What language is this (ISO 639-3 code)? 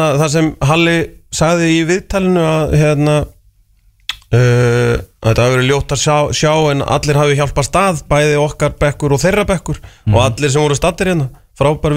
isl